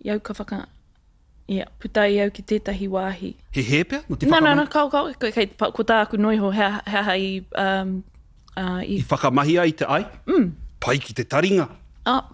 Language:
Māori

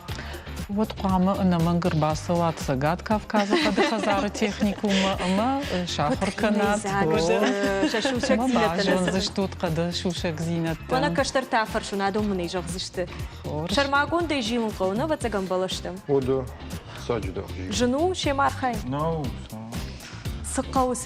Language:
Ossetic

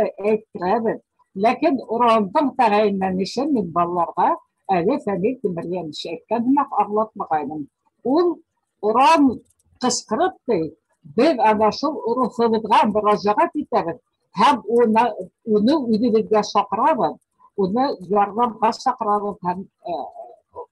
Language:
Bashkir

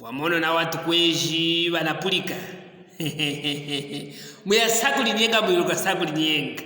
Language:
Luvale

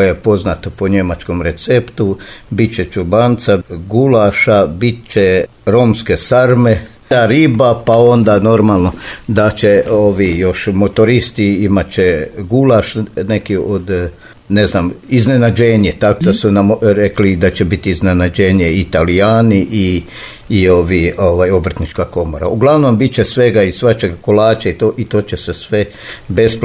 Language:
Croatian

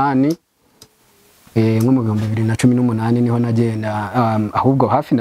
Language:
Rundi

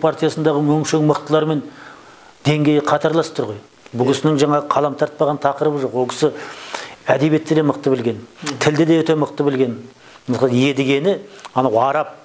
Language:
Kazakh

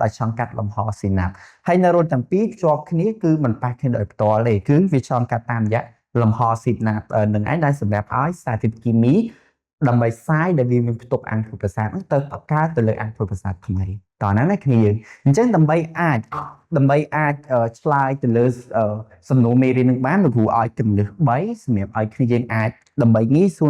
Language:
Khmer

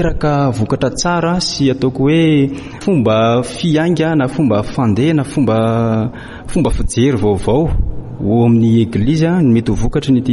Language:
Malagasy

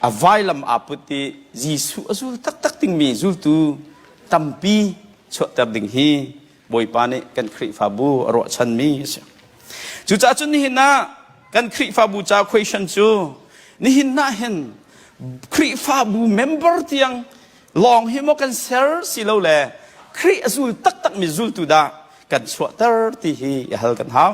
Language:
Hakha Chin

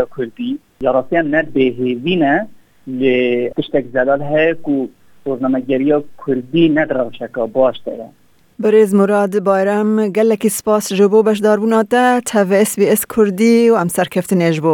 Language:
Kurdish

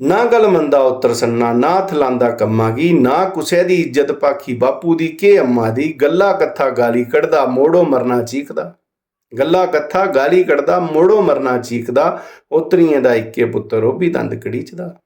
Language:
Dogri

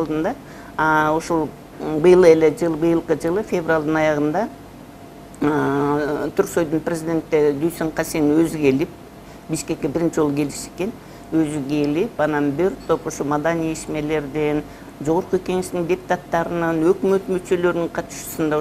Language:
Kyrgyz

